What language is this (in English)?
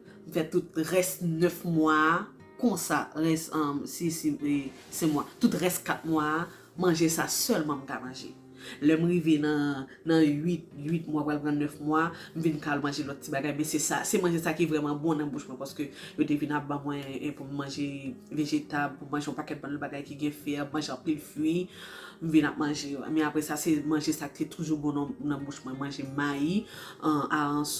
Haitian Creole